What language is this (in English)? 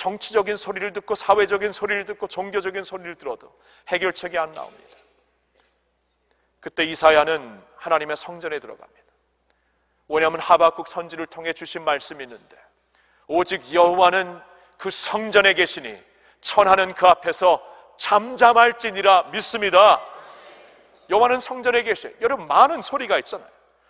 Korean